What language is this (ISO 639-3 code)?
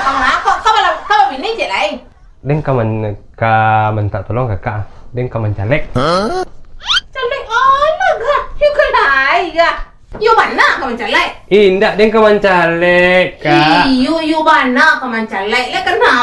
min